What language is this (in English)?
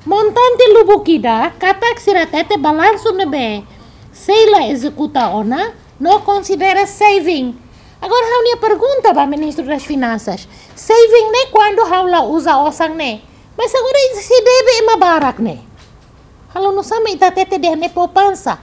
Tetum